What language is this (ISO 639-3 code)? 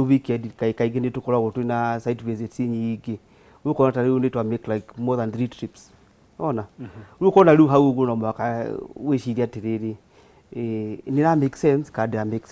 kik